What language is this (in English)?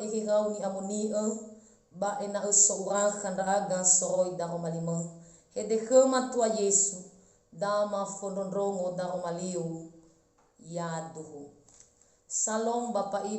Nias